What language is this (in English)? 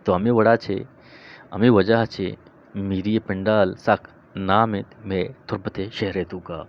Eastern Balochi